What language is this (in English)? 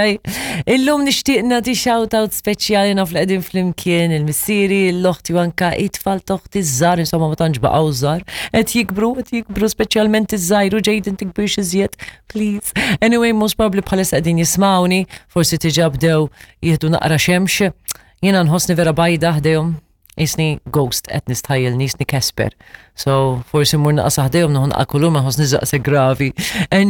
Maltese